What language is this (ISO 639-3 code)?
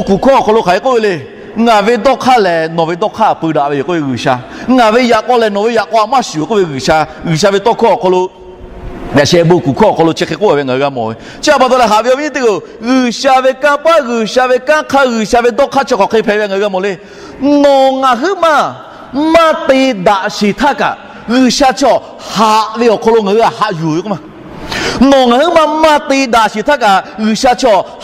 lhu